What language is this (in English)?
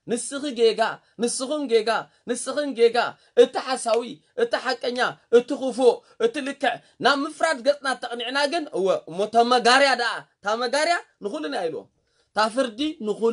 Tigrinya